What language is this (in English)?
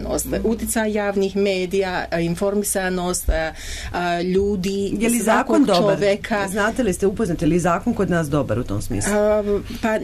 Serbian